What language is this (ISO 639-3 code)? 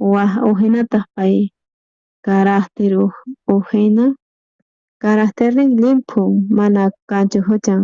quh